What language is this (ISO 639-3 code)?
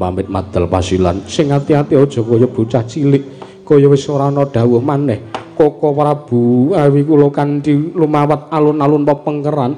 jav